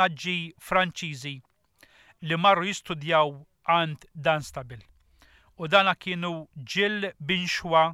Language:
Maltese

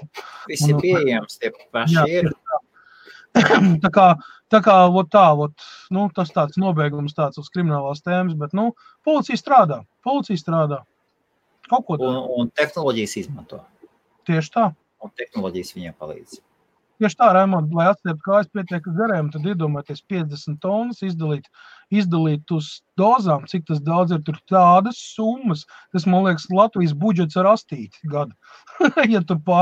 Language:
Latvian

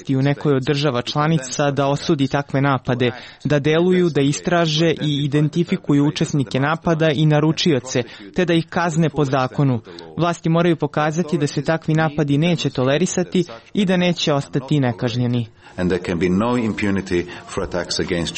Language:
Serbian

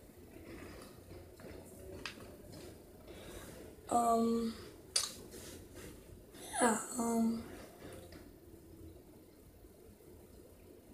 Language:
English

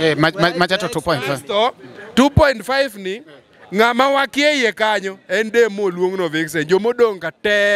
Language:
Luo (Kenya and Tanzania)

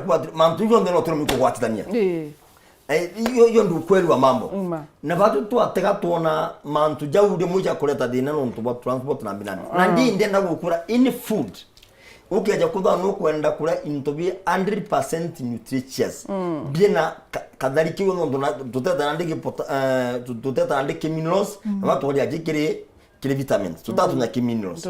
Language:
Meru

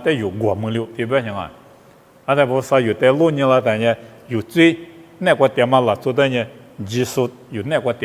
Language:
Lisu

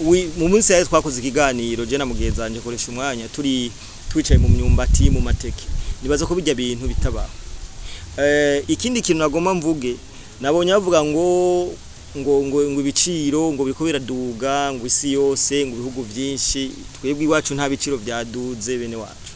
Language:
Rundi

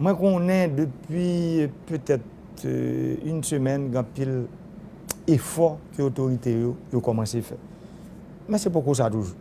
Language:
Haitian Creole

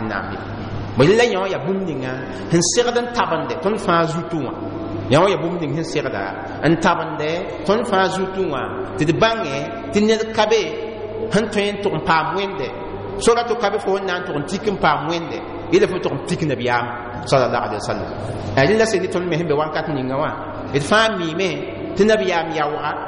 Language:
Mossi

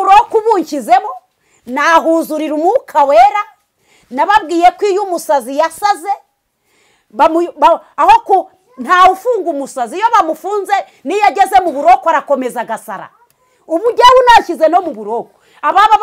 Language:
Kinyarwanda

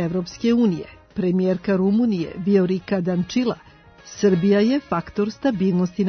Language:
Serbian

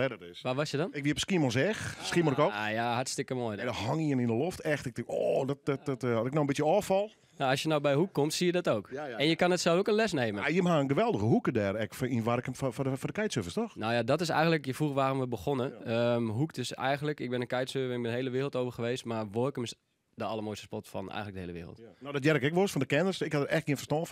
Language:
Western Frisian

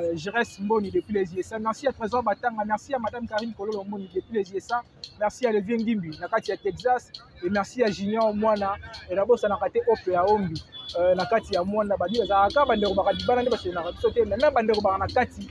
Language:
Lingala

